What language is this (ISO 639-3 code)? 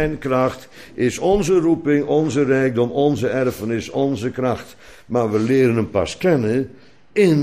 nld